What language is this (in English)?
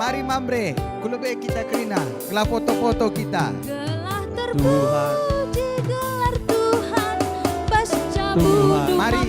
Batak Karo